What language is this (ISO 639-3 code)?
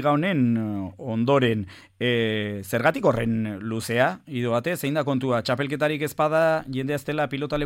eus